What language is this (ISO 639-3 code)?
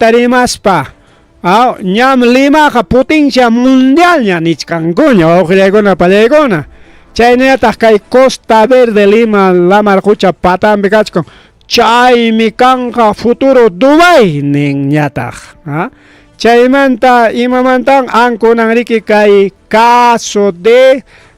quy